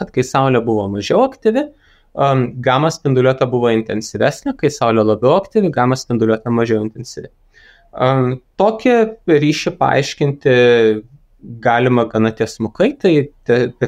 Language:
Lithuanian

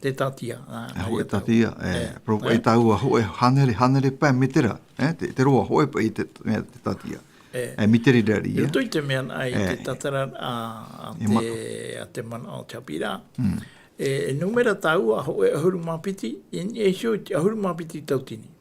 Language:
Tahitian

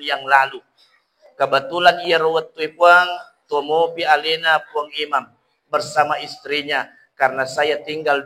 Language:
Buginese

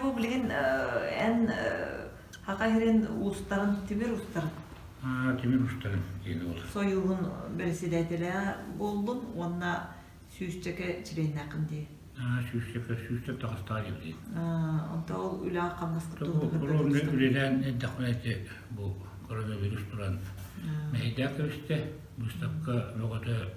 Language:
Yakut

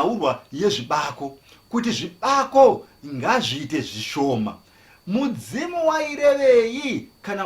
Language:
Shona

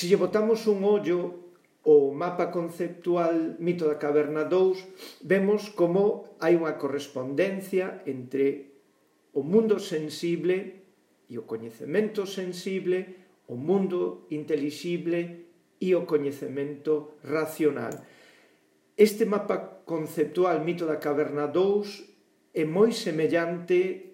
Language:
Galician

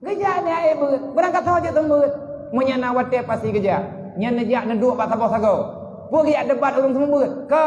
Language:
Achinese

